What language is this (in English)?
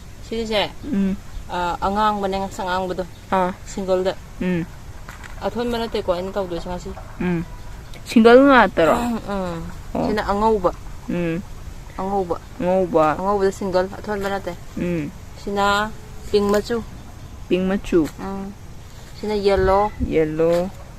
Manipuri